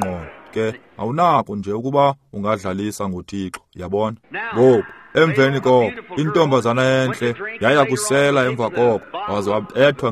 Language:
Xhosa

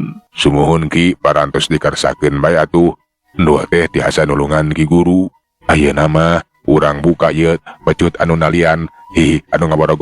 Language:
Sundanese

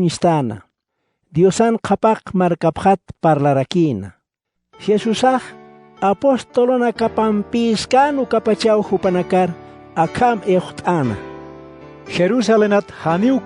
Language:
Aymara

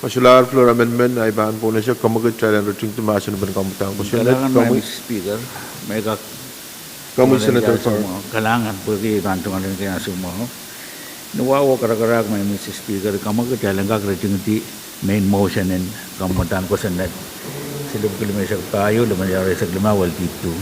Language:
Pohnpeian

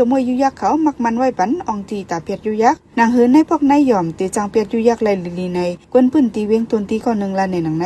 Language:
Shan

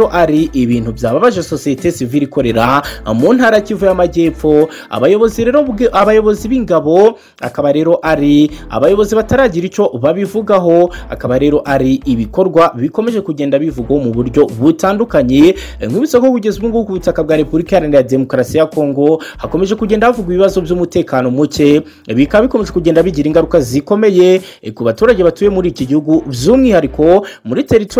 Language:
Kinyarwanda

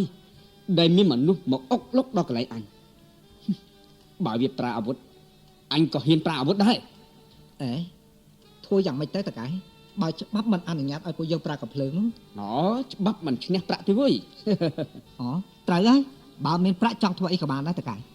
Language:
Khmer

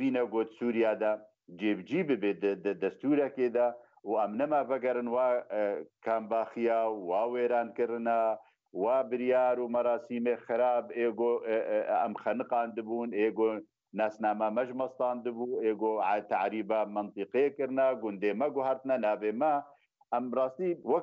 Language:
Kurdish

